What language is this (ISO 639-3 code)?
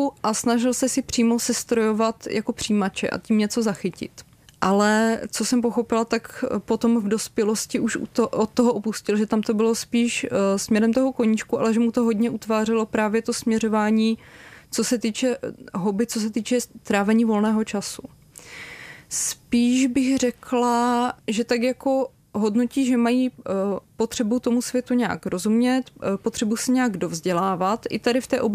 ces